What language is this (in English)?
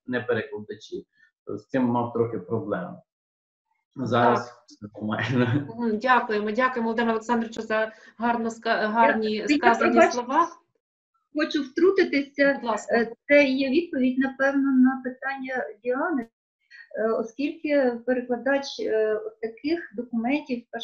Ukrainian